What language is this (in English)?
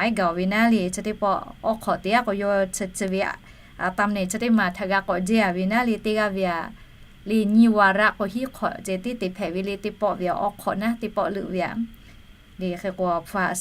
Lahu